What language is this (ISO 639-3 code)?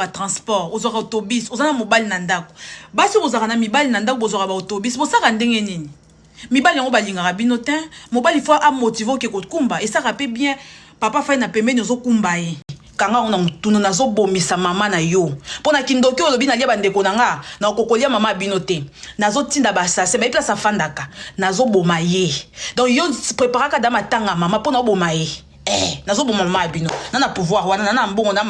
lin